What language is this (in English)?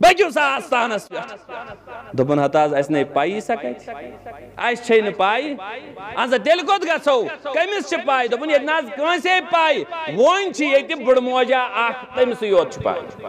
Kashmiri